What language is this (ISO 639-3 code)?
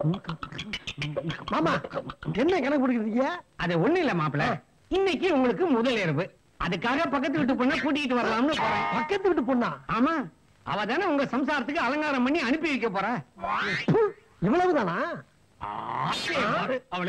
tam